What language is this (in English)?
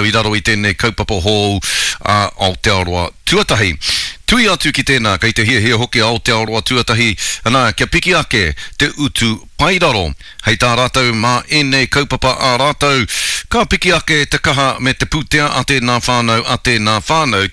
Māori